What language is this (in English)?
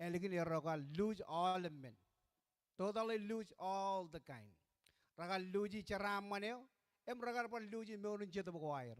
Marshallese